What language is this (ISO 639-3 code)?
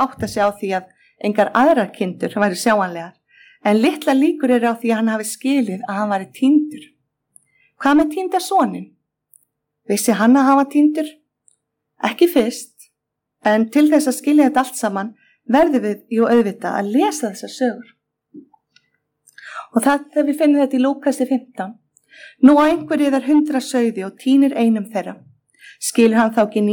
isl